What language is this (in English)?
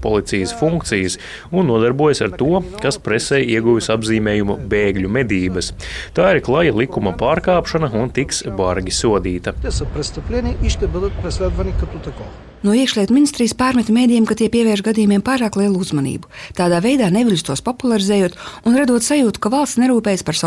Latvian